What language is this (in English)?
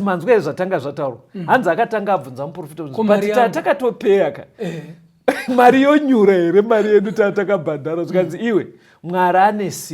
Shona